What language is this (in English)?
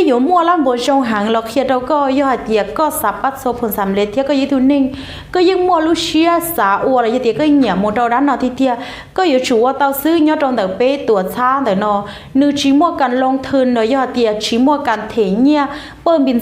Hmong